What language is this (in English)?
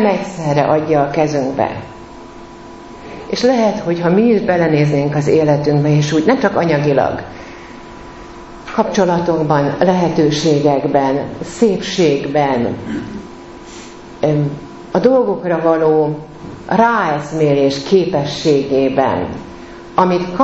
Hungarian